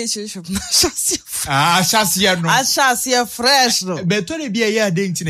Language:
Akan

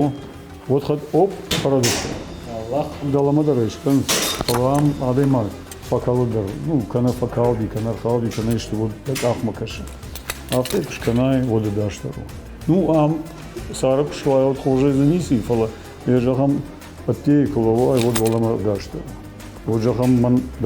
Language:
Ossetic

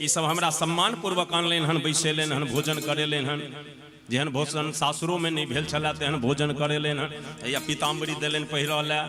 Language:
Maithili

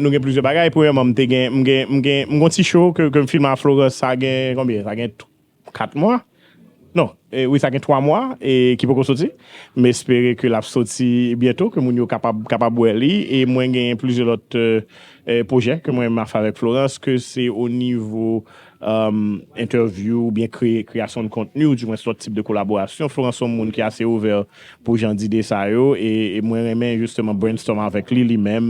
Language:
Haitian Creole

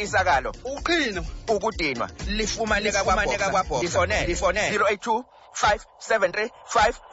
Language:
Xhosa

